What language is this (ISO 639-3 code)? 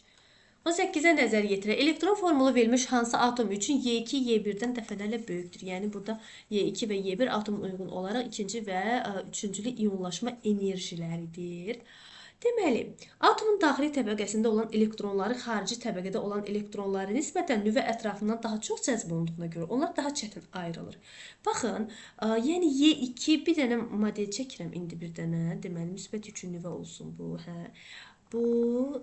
aze